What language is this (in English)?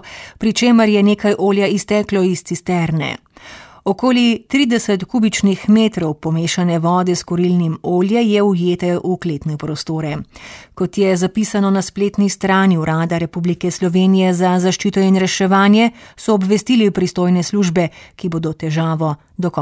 Slovenian